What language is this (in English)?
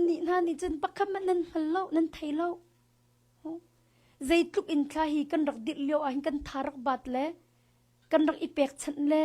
Hakha Chin